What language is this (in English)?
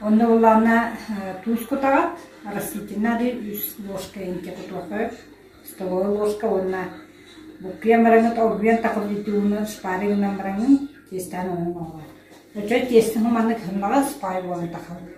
Yakut